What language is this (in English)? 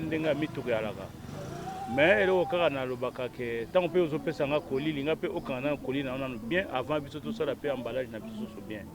Lingala